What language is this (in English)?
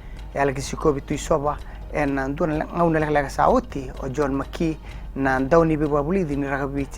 Fijian